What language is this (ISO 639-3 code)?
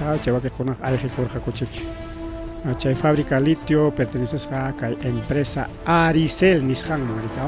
quy